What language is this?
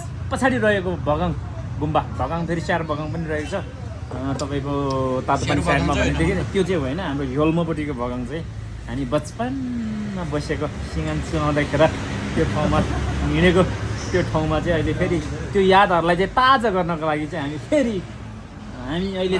Nepali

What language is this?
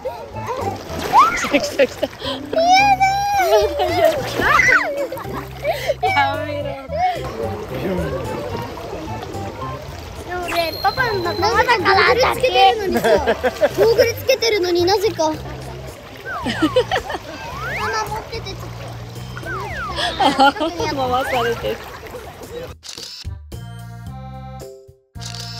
Japanese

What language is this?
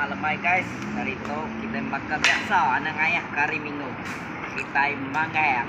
Iban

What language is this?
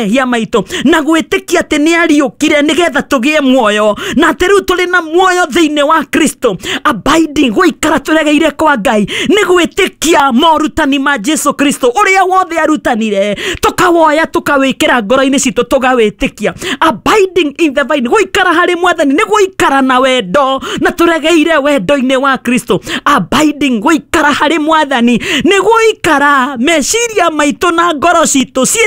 Kikuyu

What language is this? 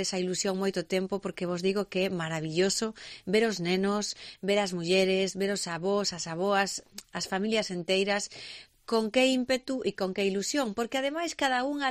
Galician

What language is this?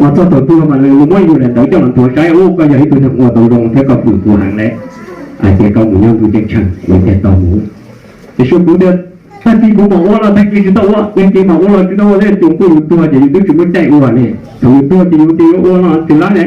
Hmong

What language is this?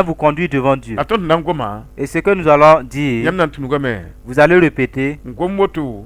Mossi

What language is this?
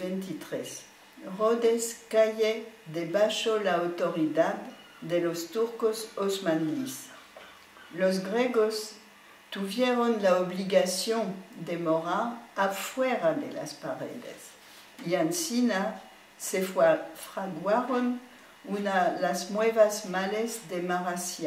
Ladino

